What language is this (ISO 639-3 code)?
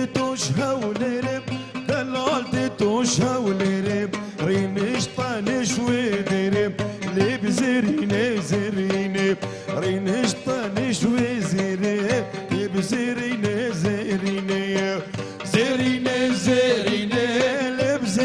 kur